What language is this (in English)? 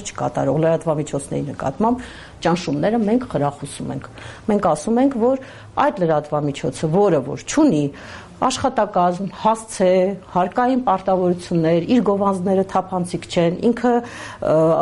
Armenian